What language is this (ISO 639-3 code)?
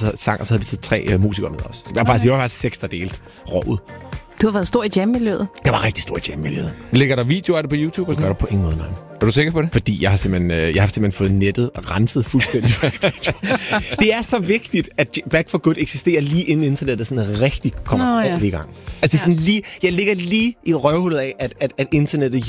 dan